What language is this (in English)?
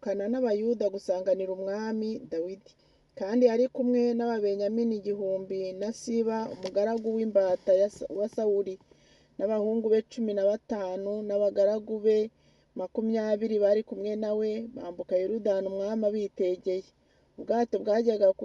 Kinyarwanda